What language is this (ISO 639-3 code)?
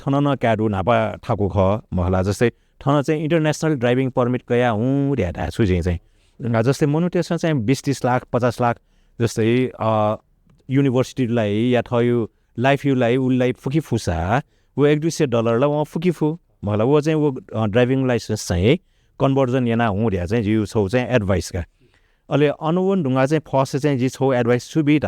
new